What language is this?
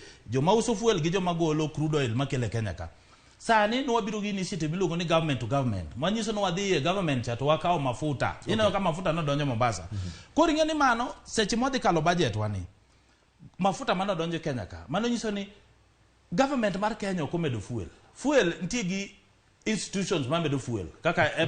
Luo (Kenya and Tanzania)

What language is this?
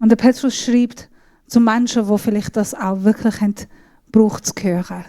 Swiss German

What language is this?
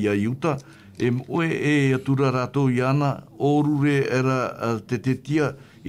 Tahitian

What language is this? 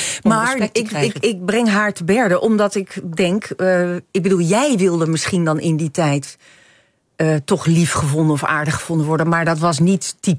Dutch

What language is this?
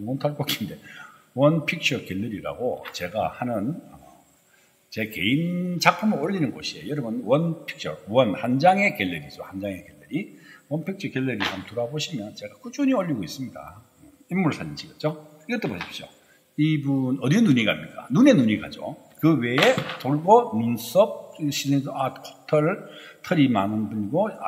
Korean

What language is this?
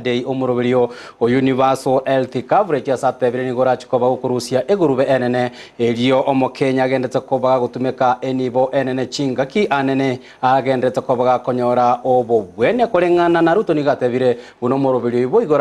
Gusii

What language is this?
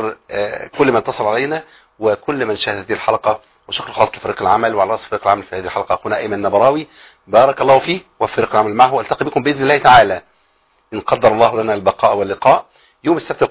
Arabic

